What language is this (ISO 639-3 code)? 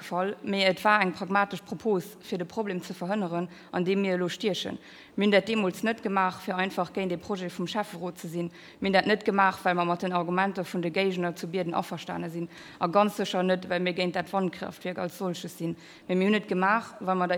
ltz